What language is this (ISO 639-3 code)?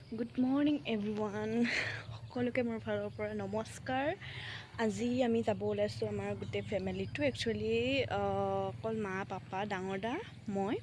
asm